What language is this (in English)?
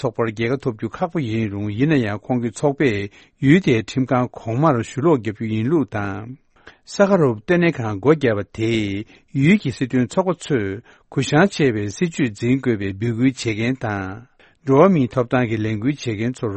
Tibetan